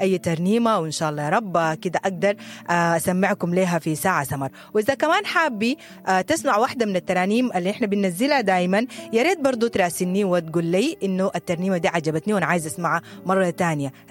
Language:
Sudanese Arabic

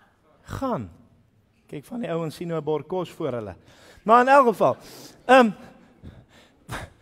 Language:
Afrikaans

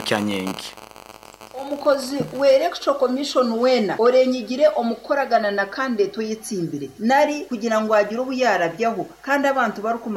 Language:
Nyoro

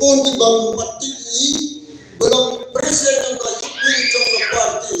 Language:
Khasi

